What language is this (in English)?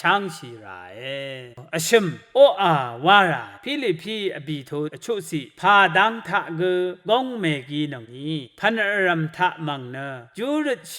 Rawang